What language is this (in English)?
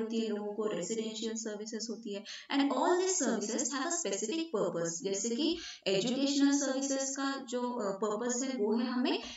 Hindi